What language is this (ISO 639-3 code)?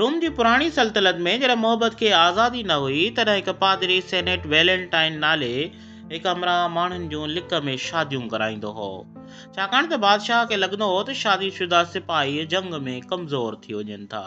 snd